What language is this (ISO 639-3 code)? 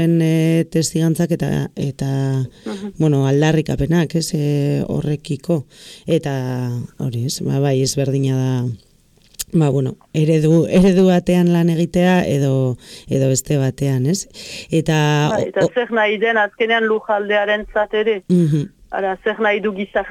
eus